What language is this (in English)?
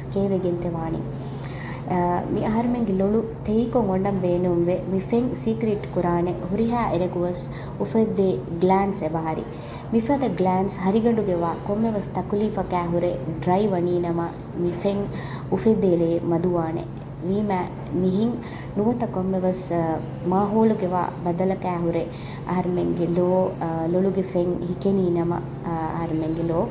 Divehi